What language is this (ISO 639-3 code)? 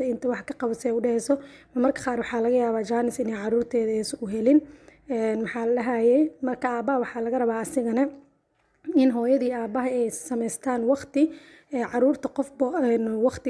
som